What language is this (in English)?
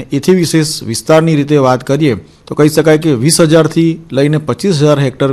Gujarati